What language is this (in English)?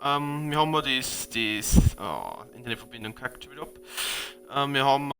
Bavarian